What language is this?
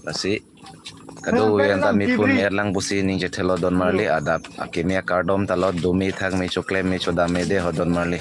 Karbi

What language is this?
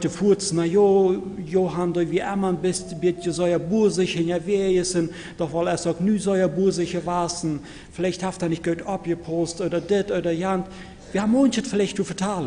Plautdietsch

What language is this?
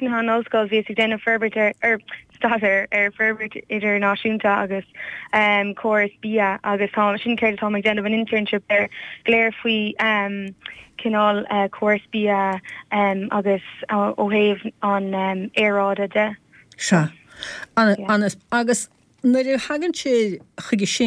Irish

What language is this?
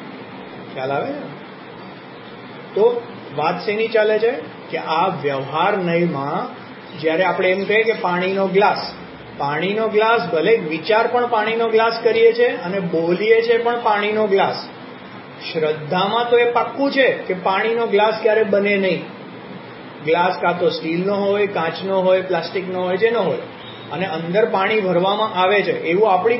Gujarati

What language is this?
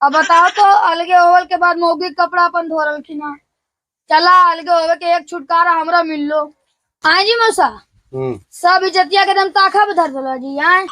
Magahi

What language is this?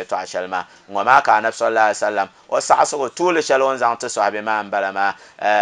Dagbani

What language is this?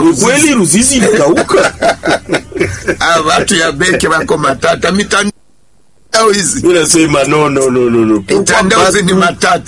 Swahili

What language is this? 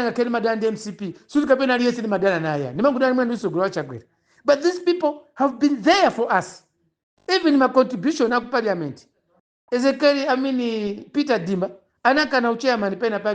Nyanja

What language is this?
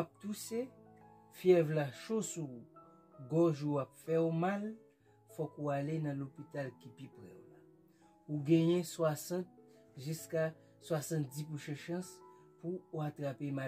Haitian Creole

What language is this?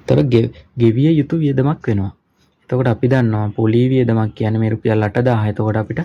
Sinhala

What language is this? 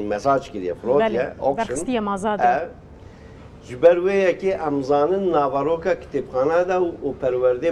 Kurdish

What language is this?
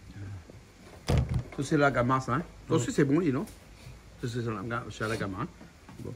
Réunion Creole French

